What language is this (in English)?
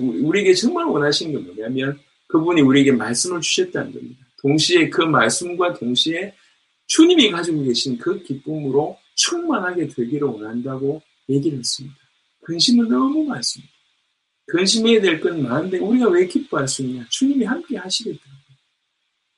Korean